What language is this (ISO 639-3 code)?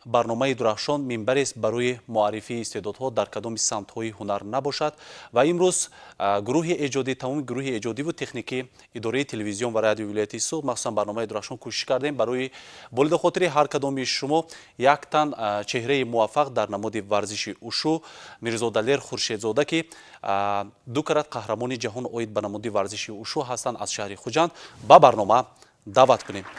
tgk